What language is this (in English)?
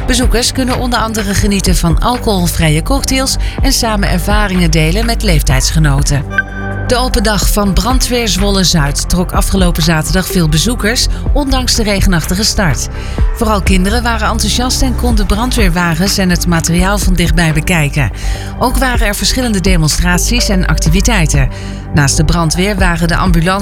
Dutch